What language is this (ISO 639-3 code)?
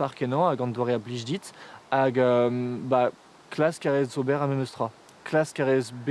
bre